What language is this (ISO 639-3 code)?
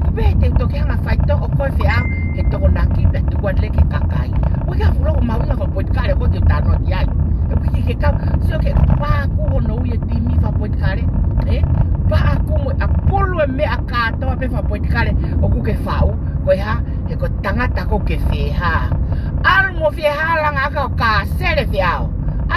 ton